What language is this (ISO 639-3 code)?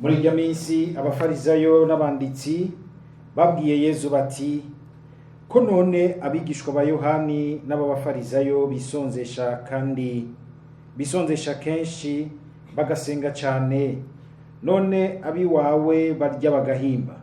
run